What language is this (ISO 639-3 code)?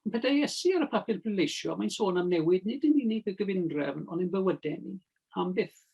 cym